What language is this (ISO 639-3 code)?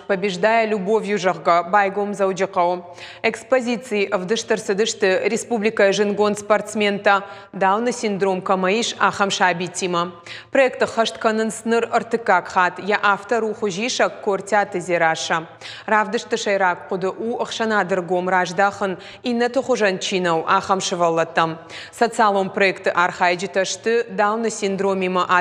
oss